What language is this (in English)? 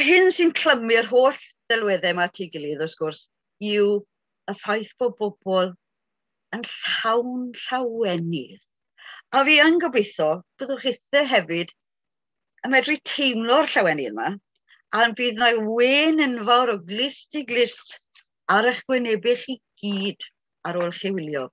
Welsh